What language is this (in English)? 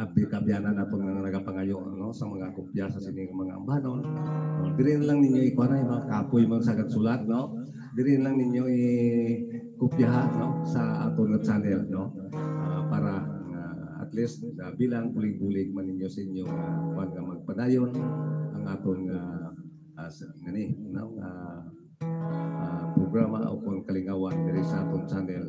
Hiligaynon